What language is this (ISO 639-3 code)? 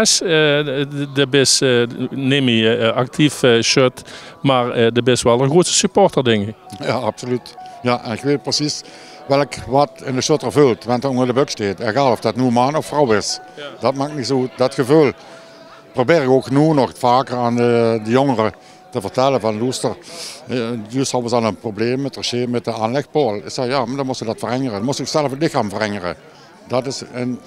lim